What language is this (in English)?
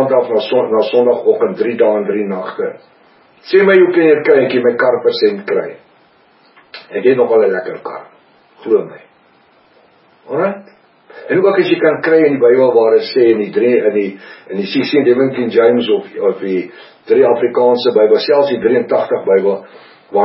Afrikaans